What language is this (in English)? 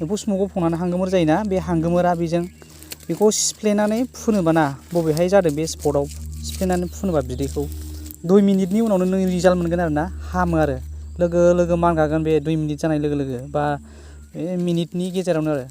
Bodo